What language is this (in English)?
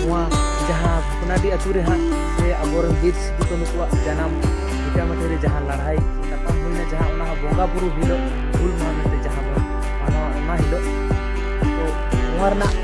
Santali